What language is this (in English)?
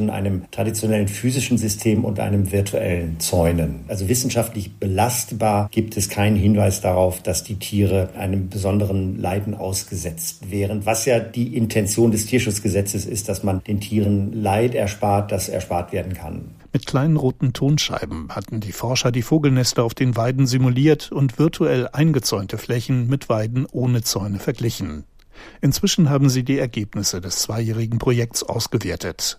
German